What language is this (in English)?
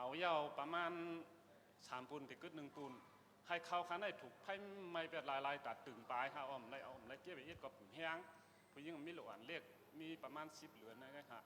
Shan